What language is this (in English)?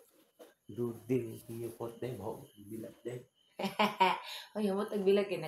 Cebuano